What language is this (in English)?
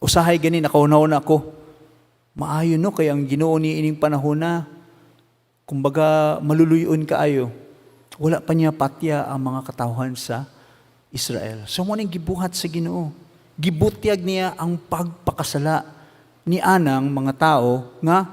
Cebuano